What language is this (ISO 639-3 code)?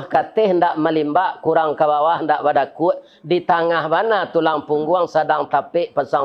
min